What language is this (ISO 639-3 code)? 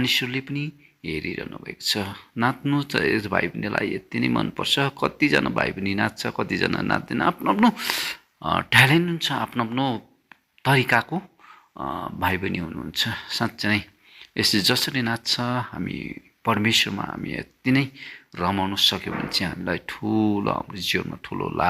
nep